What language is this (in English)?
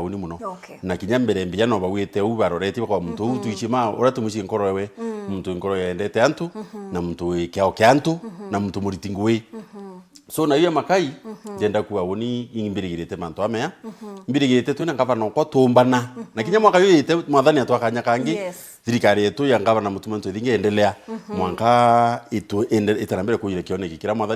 Meru